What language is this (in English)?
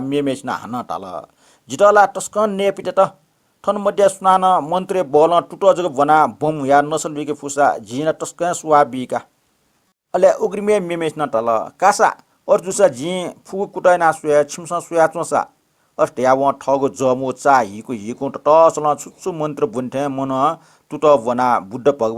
Newari